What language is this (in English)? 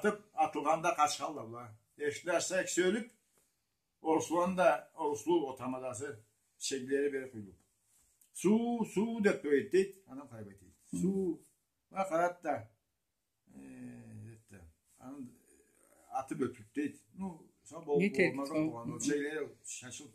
Karachay-Balkar